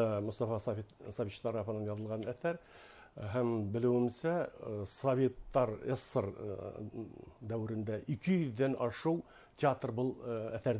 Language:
Bashkir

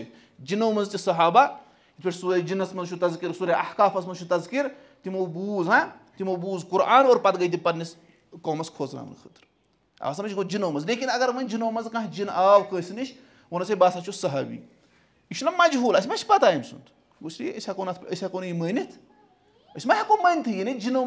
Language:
Kashmiri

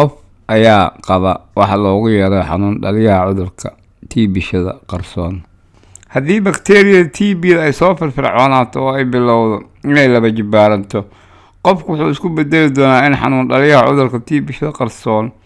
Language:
Somali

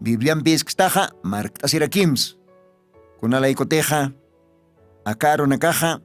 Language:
Aymara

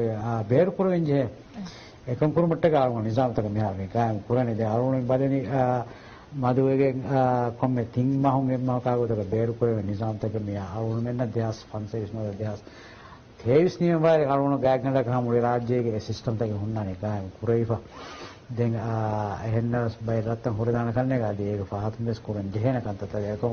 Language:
Divehi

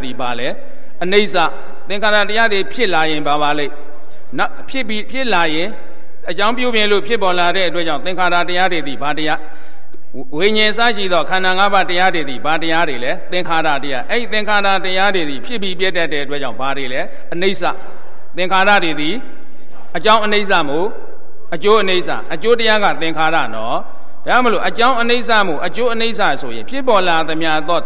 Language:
Burmese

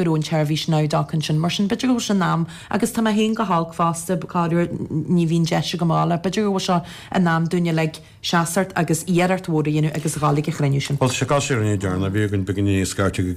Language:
Irish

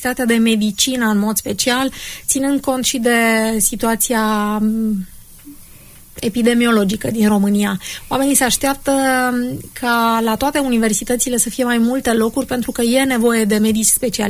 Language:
Romanian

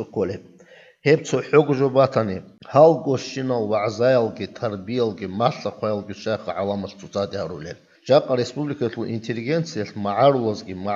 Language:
Avaric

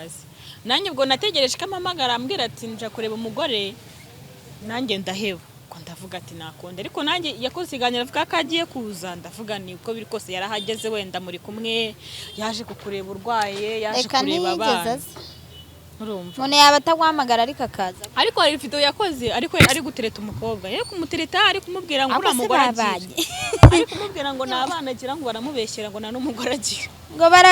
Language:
Kinyarwanda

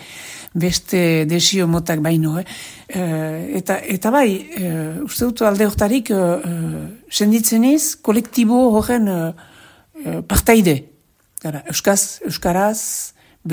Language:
Basque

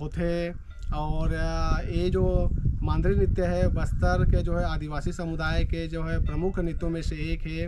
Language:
Chhattisgarhi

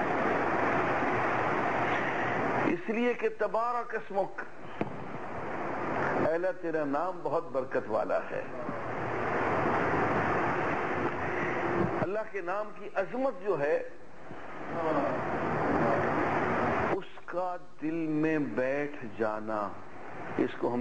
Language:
Urdu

